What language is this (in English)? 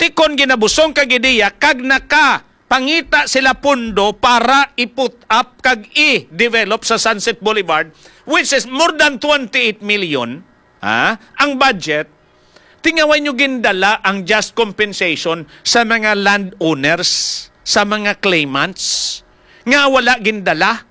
Hiligaynon